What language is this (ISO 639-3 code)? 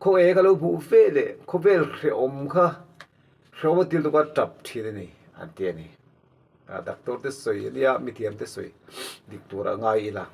lus